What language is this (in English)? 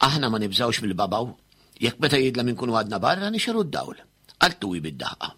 Maltese